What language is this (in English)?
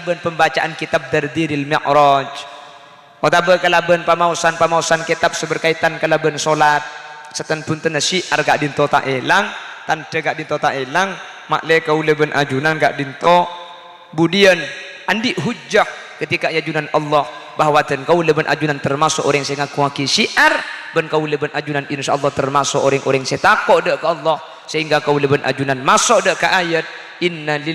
Madurese